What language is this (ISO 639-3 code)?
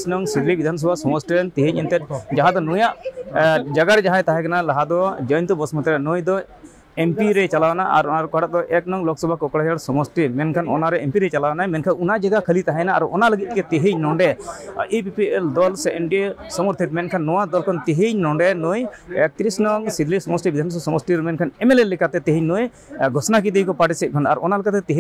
sat